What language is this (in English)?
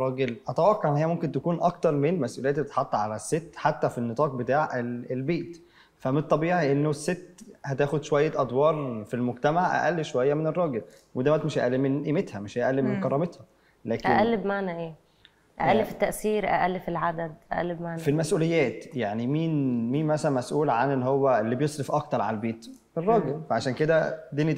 Egyptian Arabic